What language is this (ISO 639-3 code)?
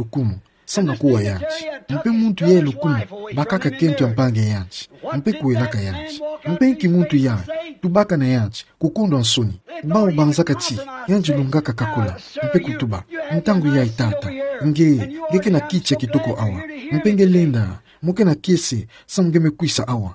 ktu